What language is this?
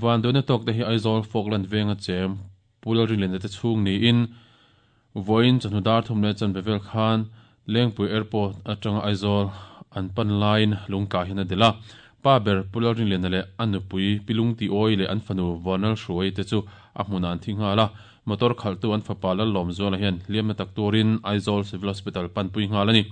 Mizo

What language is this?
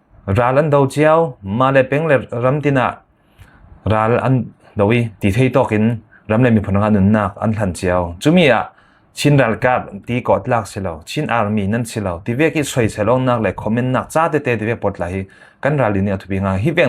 Falam Chin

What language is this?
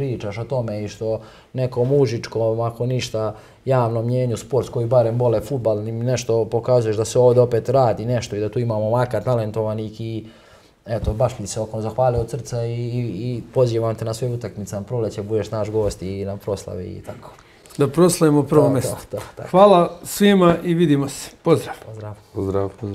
Serbian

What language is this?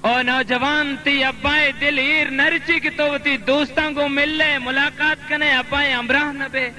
Baluchi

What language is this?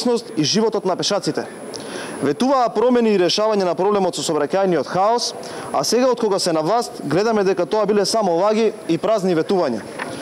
Macedonian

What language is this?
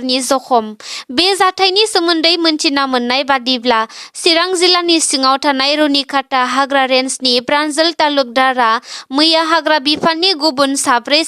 Bodo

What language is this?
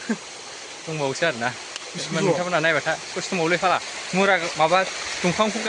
Bodo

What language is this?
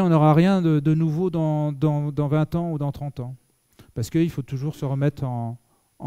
French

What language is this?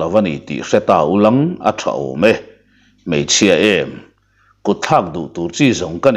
Mizo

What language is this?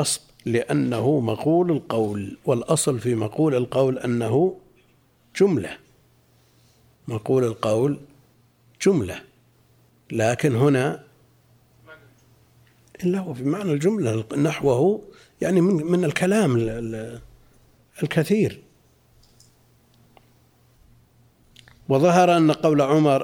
Arabic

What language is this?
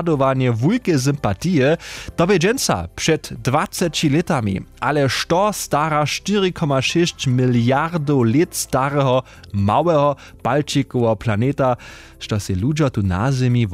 Upper Sorbian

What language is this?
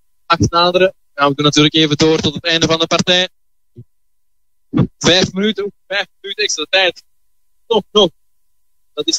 Dutch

